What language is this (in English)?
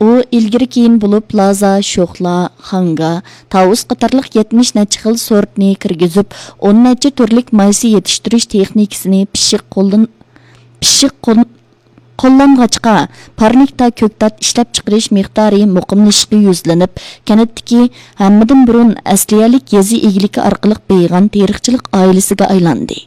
Uyghur